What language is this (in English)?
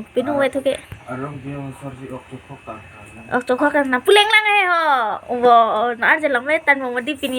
Karbi